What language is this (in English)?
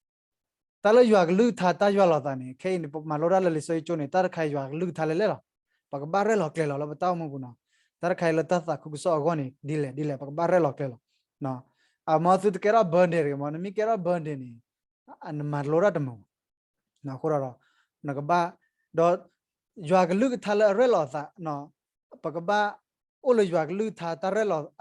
S'gaw Karen